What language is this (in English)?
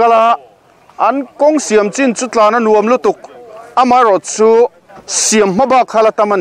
Mizo